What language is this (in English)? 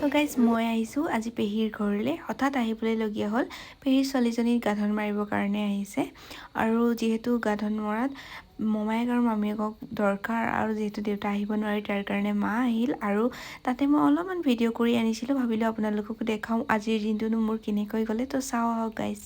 Assamese